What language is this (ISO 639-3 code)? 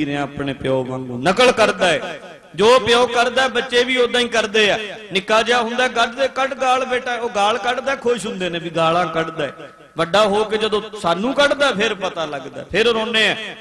pan